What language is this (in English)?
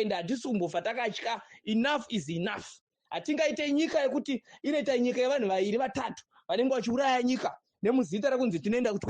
Shona